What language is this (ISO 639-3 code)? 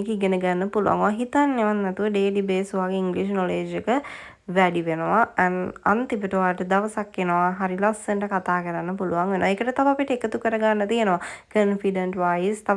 sin